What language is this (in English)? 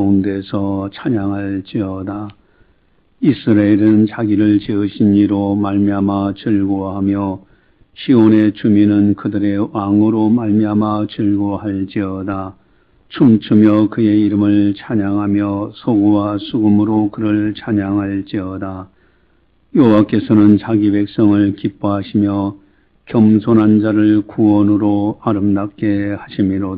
Korean